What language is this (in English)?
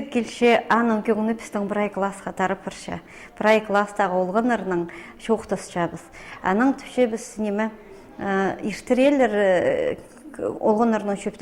Khakas